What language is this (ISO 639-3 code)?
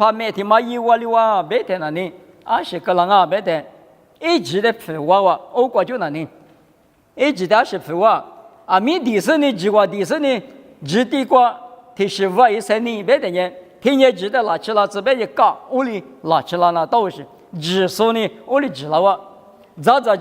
lis